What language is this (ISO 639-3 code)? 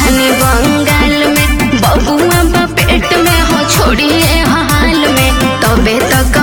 bho